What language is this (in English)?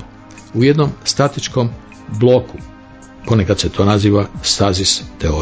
Croatian